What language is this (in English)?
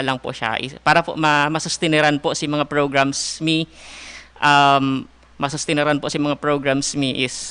Bikol